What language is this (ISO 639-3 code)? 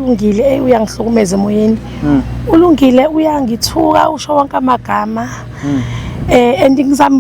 zul